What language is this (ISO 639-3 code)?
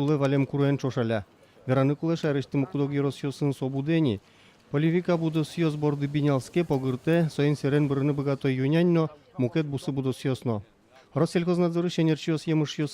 udm